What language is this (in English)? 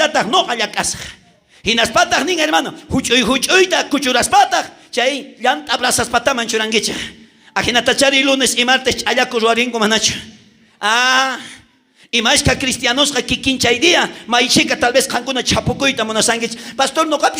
South Bolivian Quechua